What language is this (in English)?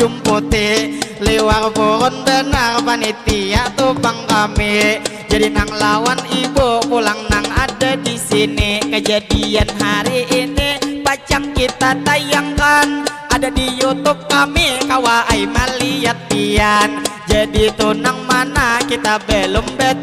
Banjar